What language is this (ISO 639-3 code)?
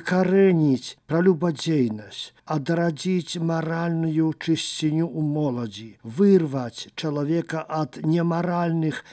bel